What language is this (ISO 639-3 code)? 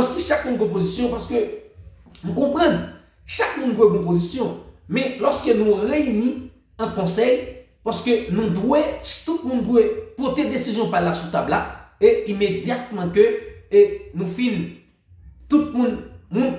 hat